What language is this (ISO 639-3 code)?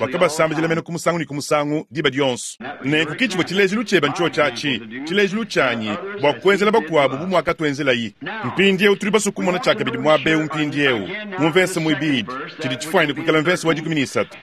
lua